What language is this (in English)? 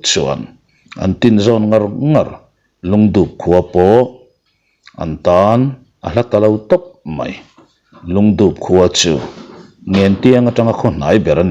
Mizo